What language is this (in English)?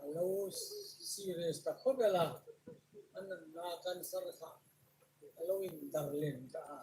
Hmar